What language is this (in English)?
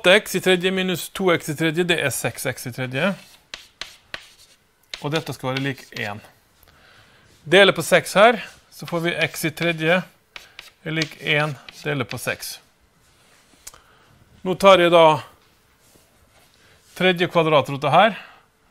Norwegian